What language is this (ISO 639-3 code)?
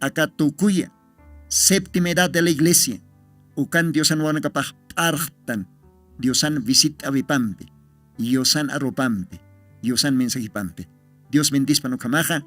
aym